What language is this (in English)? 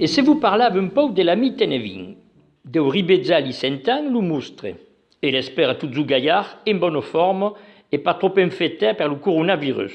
Occitan